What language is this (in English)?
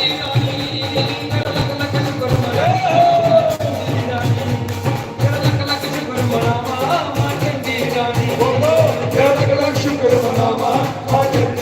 Dogri